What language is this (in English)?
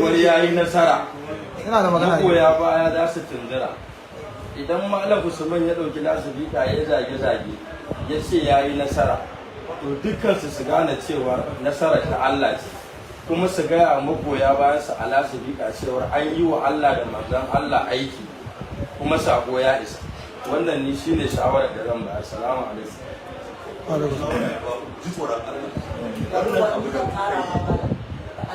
Hausa